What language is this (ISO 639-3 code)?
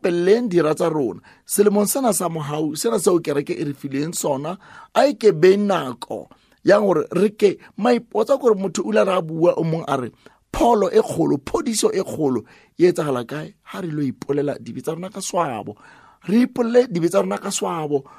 sot